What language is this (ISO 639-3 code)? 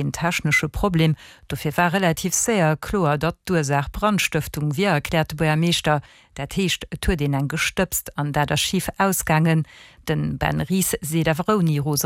ltz